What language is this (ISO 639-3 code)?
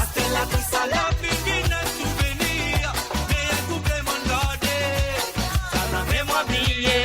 mfe